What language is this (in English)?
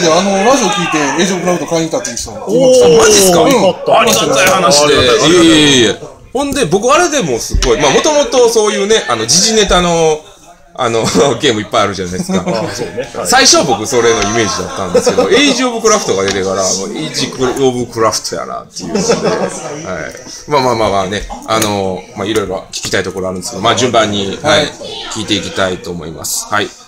Japanese